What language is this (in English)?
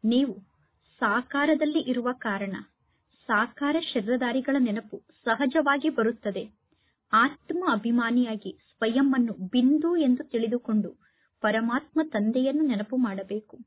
Kannada